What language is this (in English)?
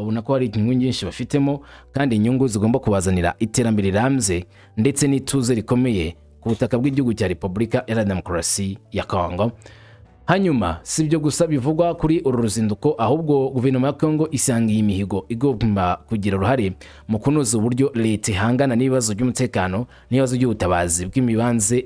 Kinyarwanda